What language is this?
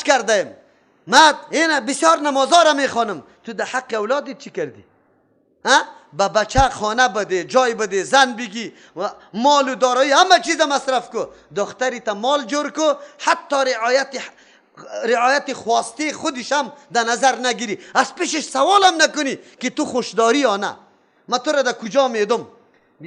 Persian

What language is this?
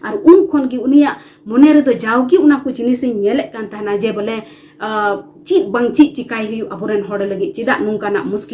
Santali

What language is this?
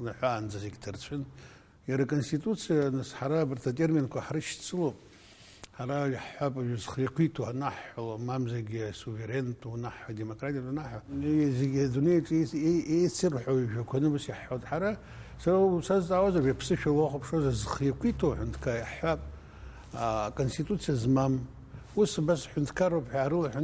Abkhazian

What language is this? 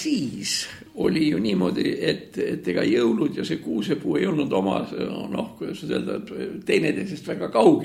Estonian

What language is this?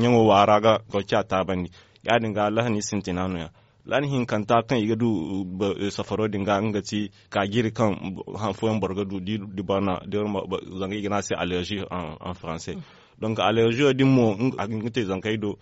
Zarma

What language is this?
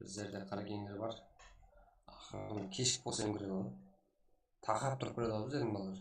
Kara-Kalpak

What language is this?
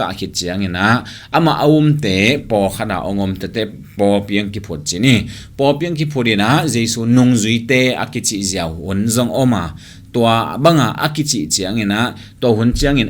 Tedim Chin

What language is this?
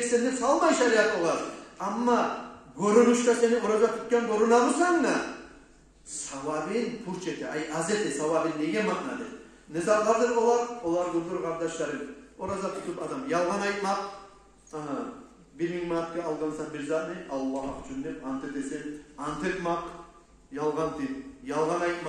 Kumyk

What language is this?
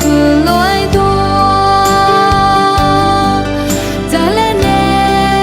Akha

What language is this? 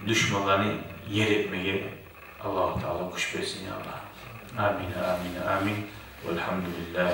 Kumyk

